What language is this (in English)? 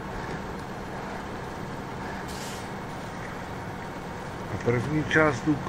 Czech